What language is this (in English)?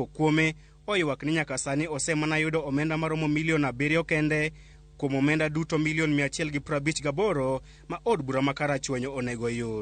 Luo (Kenya and Tanzania)